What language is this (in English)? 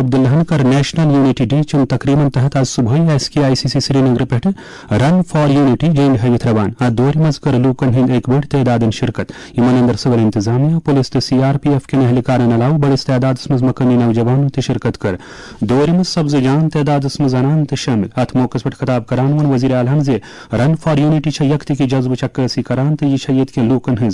Kashmiri